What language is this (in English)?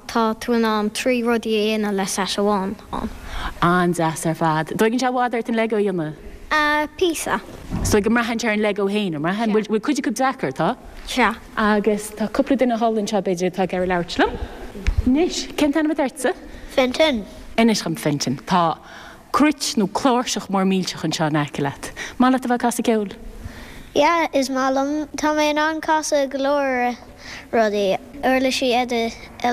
Irish